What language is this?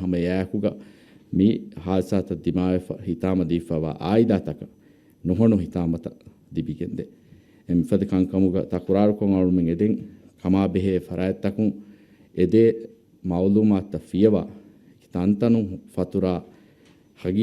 Divehi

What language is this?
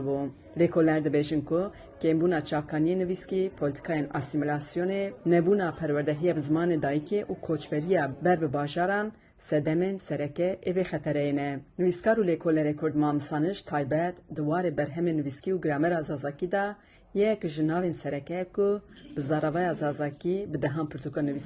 Kurdish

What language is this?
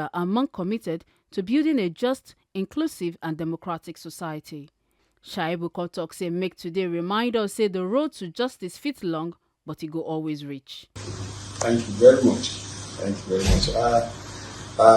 Nigerian Pidgin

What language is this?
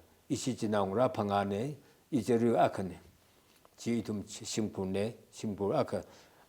Tangkhul Naga (India)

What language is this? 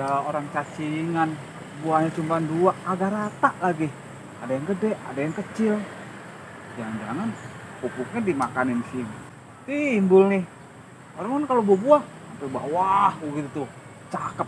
Betawi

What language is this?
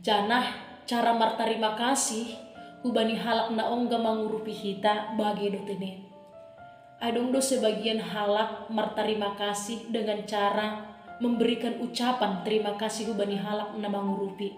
Batak Simalungun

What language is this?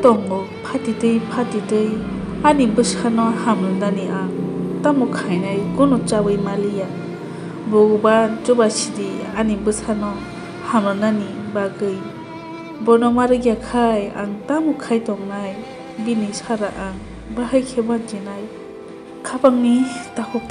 Kok Borok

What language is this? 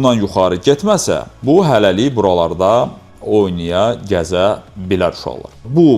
Azerbaijani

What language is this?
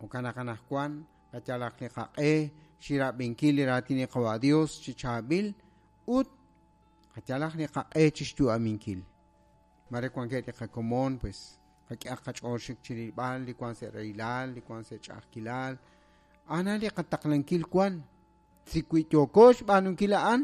Kekchí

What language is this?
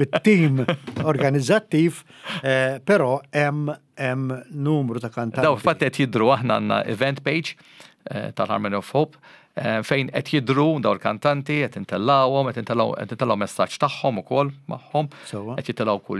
Maltese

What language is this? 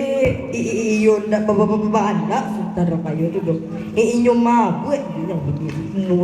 Minangkabau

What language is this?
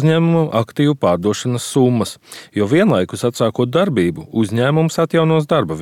Latvian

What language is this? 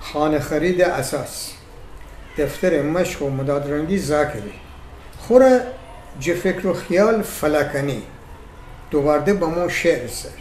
Gilaki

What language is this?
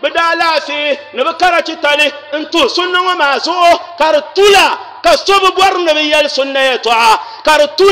Dagbani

